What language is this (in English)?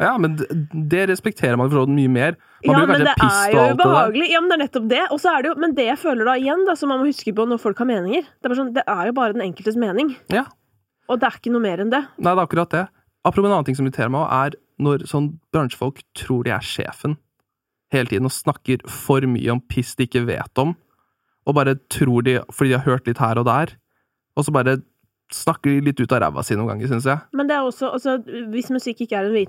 Norwegian